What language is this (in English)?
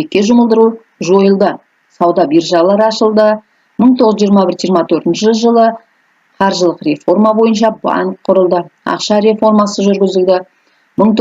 Kazakh